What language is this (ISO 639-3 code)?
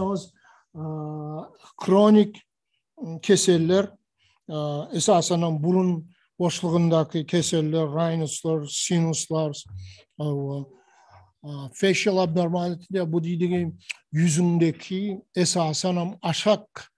tuk